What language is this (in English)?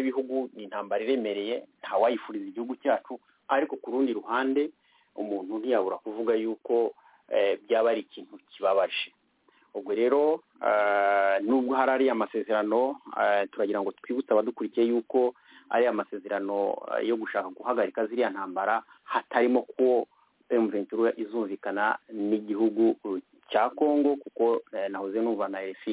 Kinyarwanda